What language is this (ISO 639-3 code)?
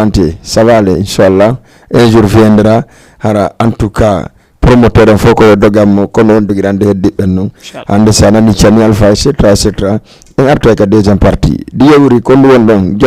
ful